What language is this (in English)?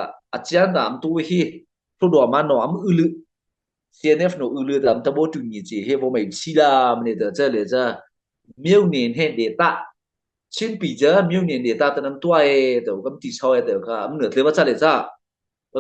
Mara Chin